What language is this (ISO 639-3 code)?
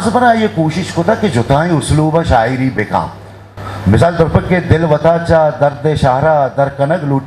bgp